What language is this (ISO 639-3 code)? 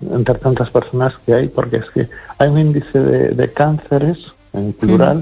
spa